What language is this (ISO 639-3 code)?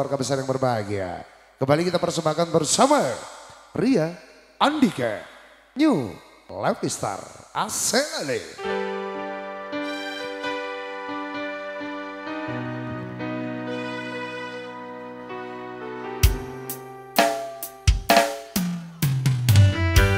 ind